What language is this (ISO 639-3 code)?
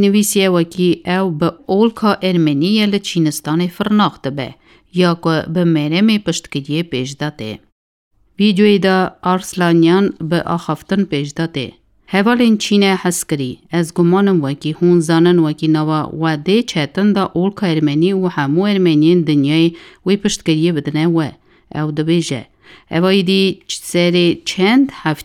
kur